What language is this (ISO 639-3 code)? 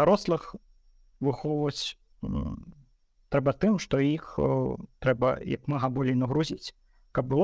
bel